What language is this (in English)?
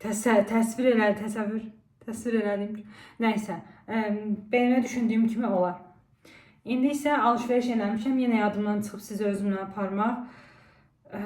Azerbaijani